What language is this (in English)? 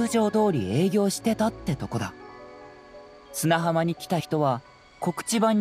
Japanese